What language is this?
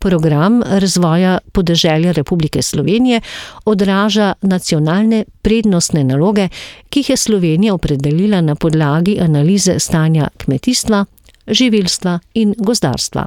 Slovenian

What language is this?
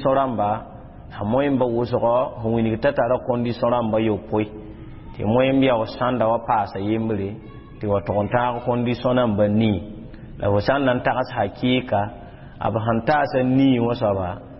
Mossi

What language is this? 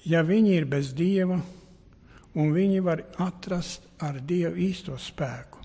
Latvian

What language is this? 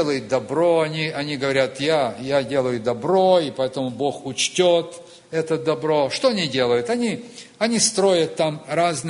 Russian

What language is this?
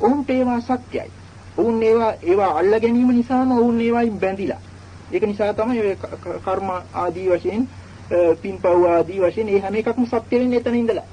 Sinhala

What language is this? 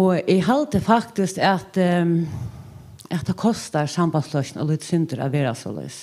Faroese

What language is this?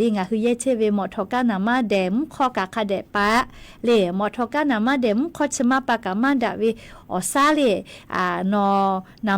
Lahu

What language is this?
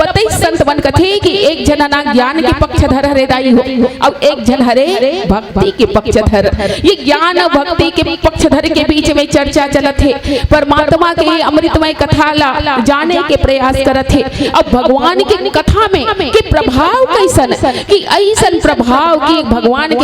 Chhattisgarhi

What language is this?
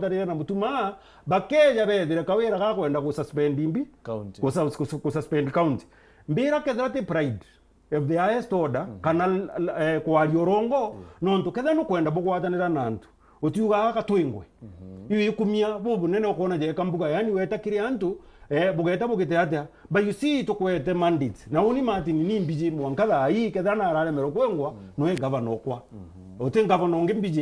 Meru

